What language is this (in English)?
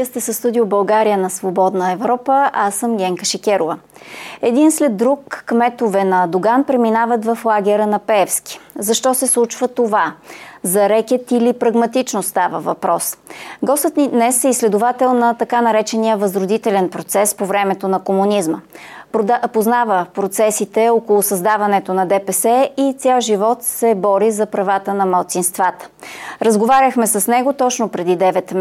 Bulgarian